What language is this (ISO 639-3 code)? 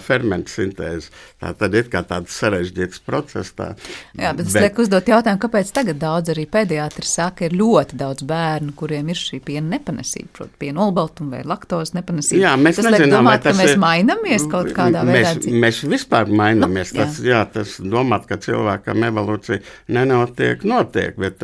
lav